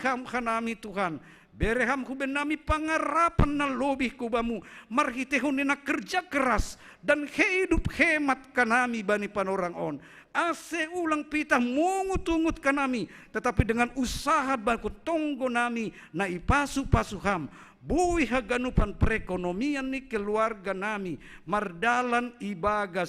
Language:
Batak Simalungun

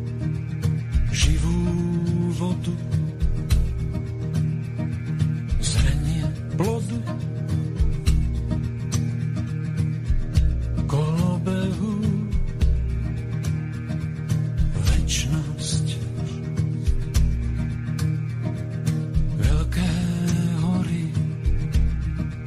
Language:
Slovak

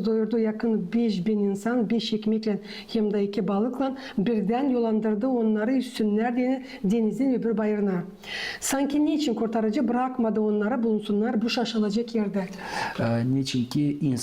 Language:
Gagauz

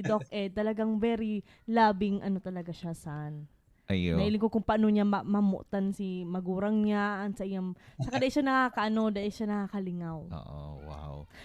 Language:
Bikol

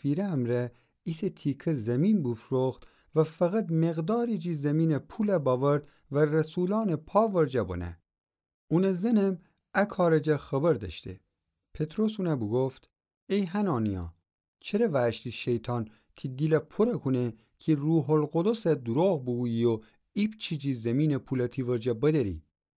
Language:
Gilaki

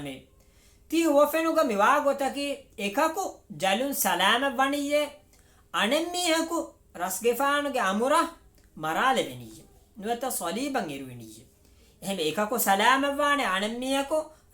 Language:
Divehi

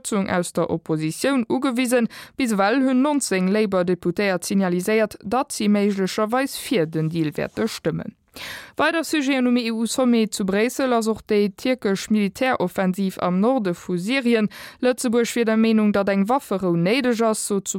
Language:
Luxembourgish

